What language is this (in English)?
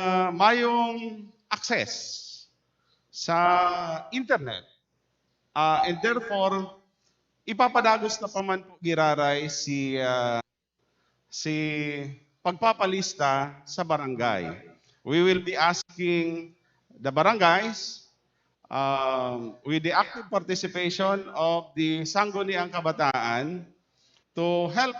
Bikol